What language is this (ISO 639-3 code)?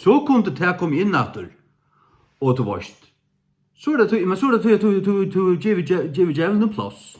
fao